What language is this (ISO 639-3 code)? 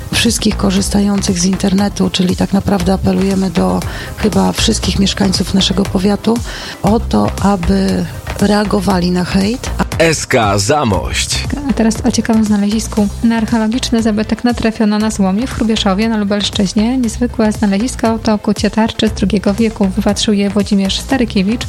pol